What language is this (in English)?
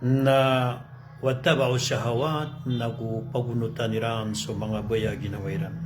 Maranao